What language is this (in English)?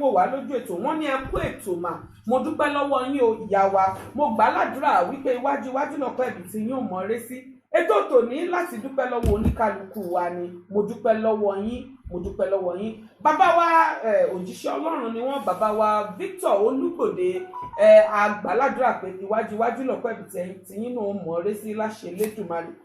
Yoruba